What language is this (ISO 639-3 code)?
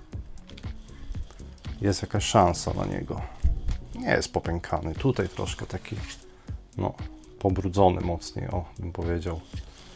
pol